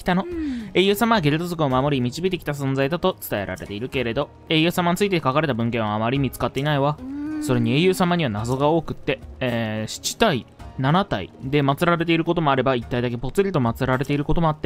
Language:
Japanese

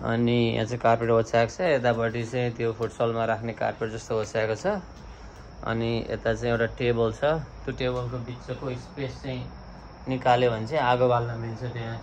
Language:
Nepali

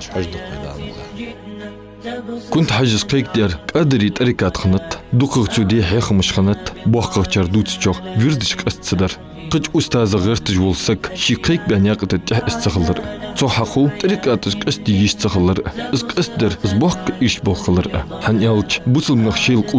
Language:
Ingush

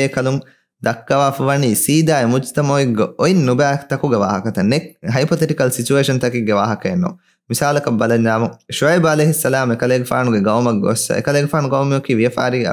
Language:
Divehi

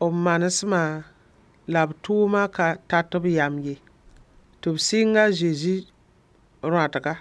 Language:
Mossi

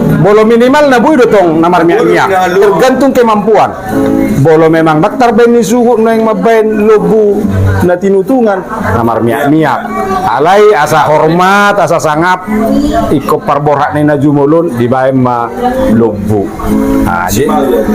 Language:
Batak Toba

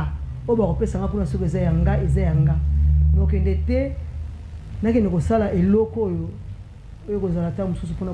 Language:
Lingala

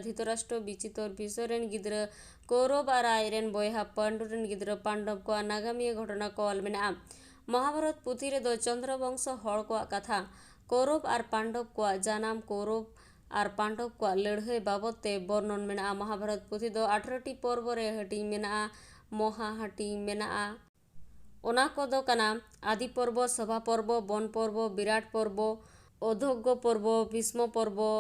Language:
Santali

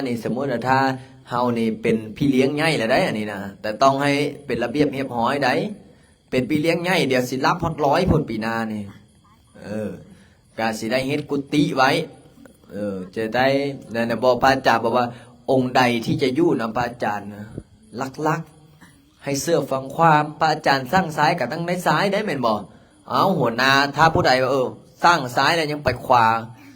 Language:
Lao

